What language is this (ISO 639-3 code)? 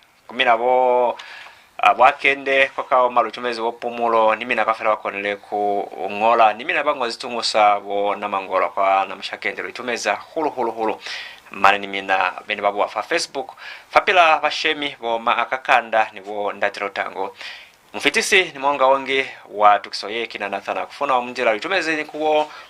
loz